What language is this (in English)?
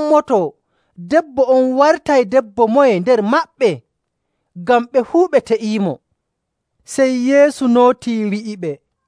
Nigerian Fulfulde